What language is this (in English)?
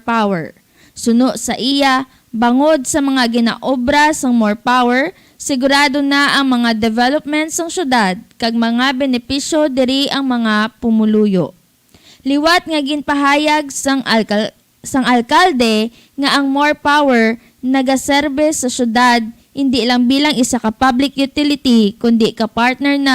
Hiligaynon